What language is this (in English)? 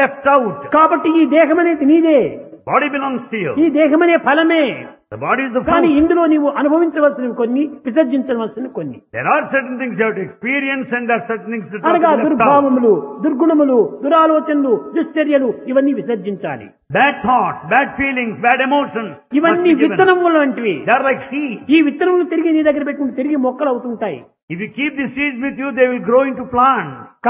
Telugu